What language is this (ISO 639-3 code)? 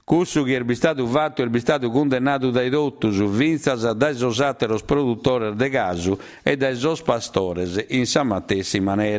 srd